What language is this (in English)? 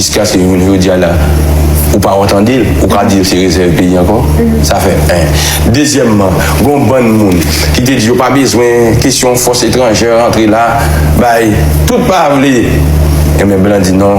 Haitian Creole